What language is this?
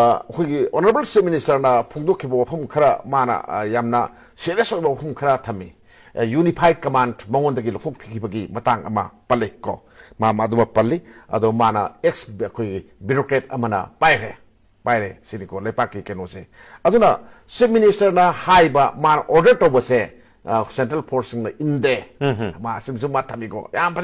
Manipuri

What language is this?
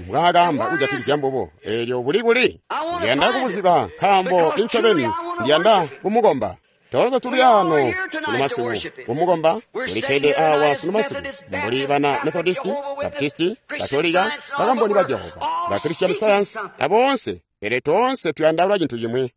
Tonga (Zambia)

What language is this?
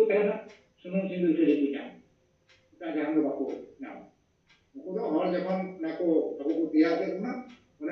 Santali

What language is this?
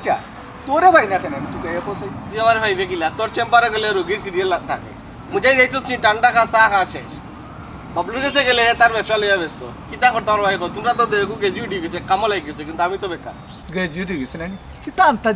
Sylheti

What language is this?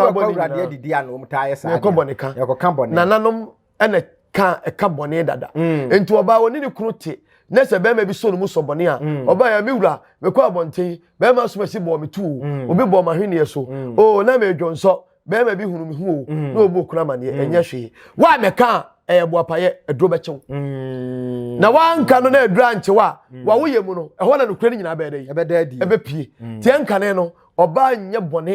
Akan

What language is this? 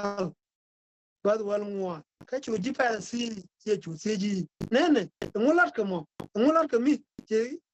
Nuer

